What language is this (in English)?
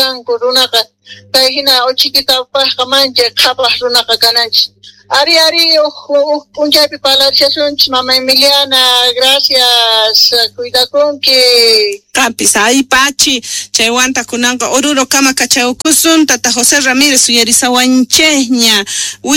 South Bolivian Quechua